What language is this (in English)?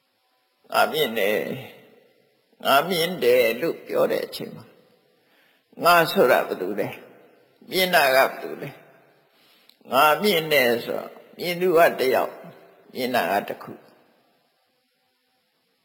Burmese